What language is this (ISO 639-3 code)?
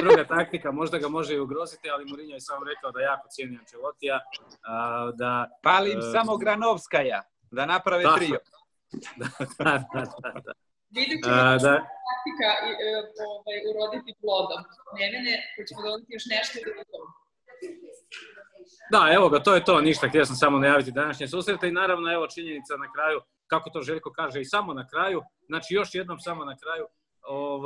hrv